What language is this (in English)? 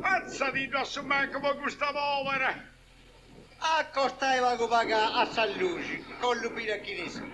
Sardinian